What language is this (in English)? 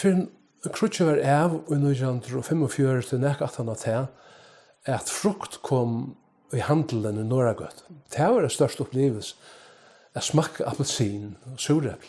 Faroese